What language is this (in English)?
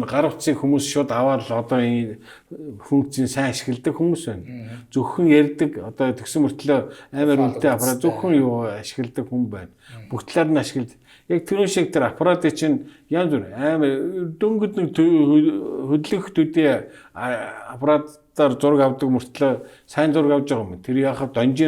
Mongolian